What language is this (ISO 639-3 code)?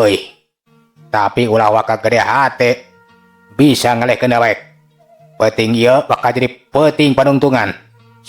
sun